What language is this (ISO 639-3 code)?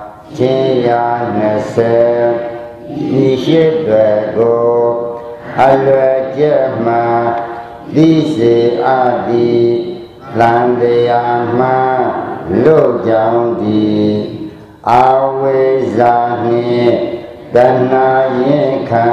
mya